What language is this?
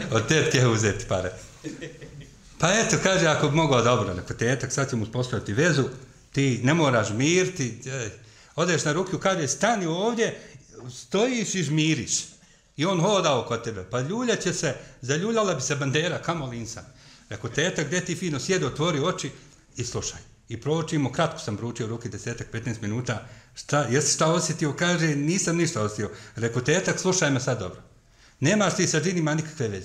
Bosnian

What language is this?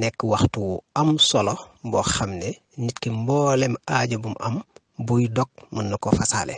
Wolof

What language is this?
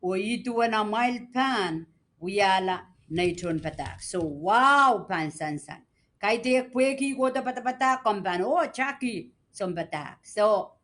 Pohnpeian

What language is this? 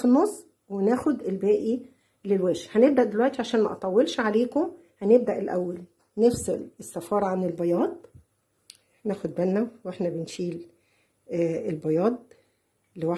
Egyptian Arabic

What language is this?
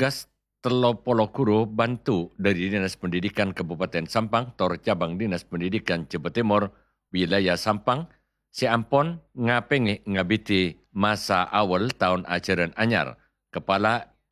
Madurese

